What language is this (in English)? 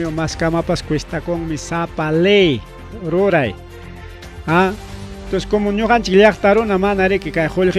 Ayacucho Quechua